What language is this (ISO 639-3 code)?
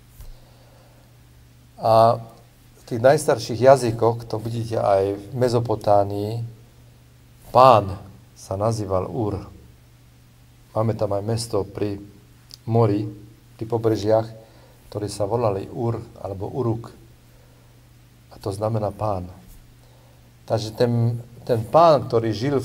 slk